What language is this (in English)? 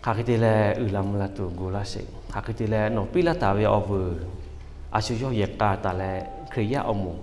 Lahu